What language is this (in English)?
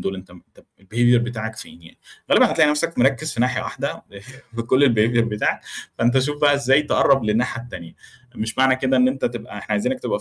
Egyptian Arabic